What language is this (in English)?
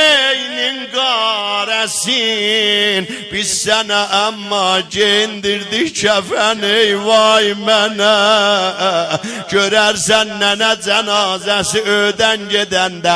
South Azerbaijani